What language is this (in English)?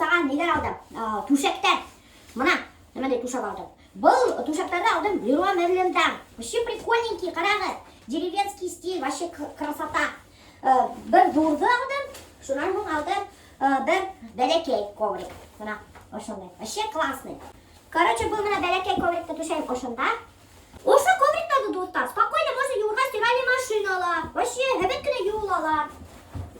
Bashkir